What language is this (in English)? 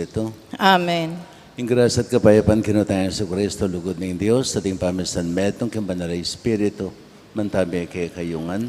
Pampanga